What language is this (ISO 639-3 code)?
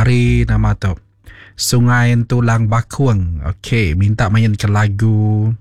iba